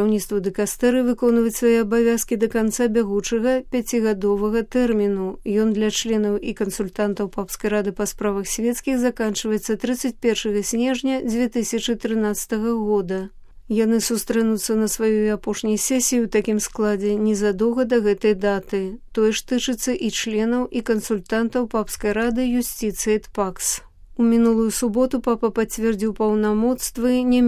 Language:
Belarusian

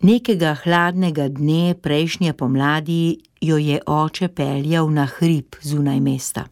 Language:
Slovenian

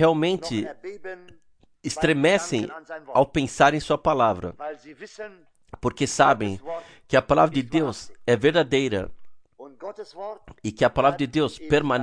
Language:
Portuguese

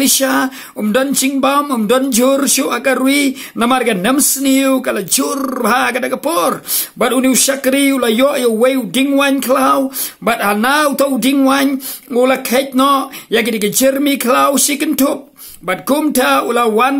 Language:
Khasi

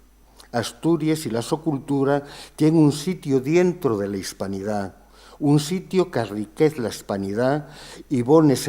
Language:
Asturian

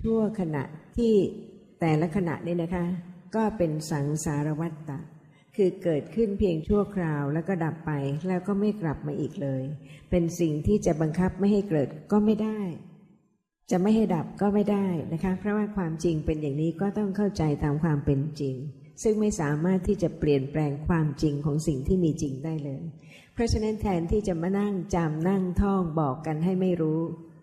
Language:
Thai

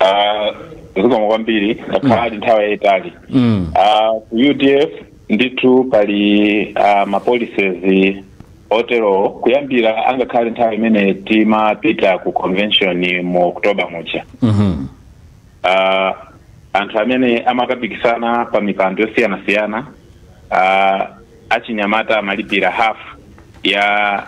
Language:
Nyanja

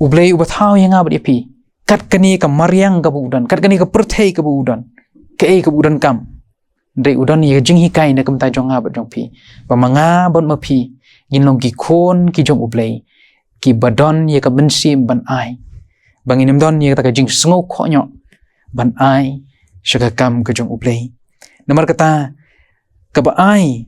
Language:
Khasi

